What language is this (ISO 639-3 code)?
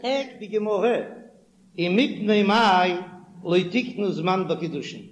yid